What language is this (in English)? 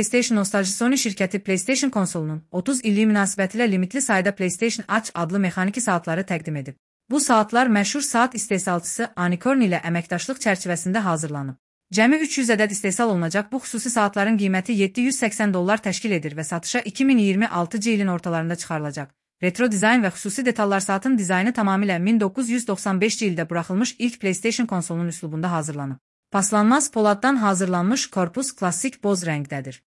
Azerbaijani